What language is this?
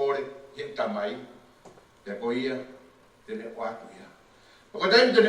Tongan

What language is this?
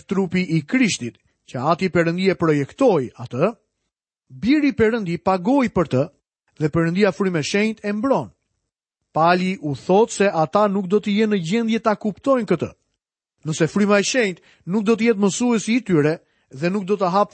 Albanian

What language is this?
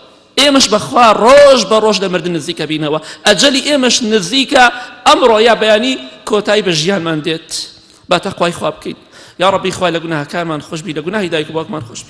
Central Kurdish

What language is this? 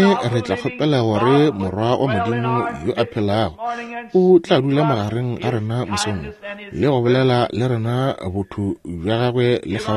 Northern Sotho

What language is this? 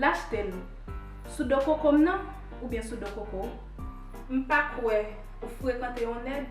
Haitian Creole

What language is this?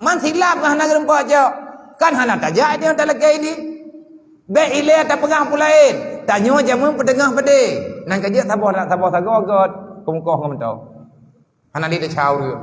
Achinese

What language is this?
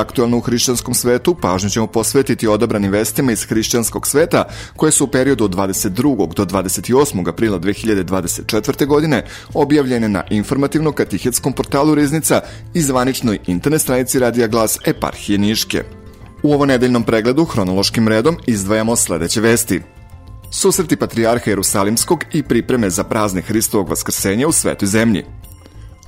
Serbian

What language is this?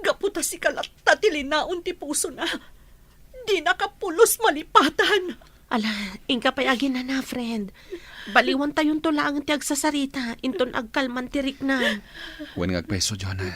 Iloko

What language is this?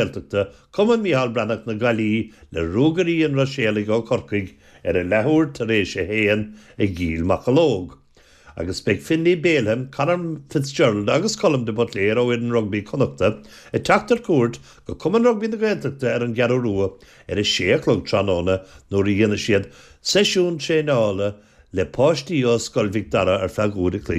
Irish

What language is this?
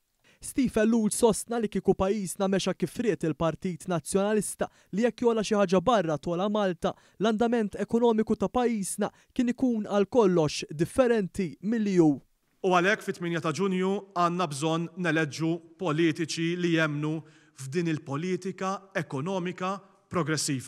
Maltese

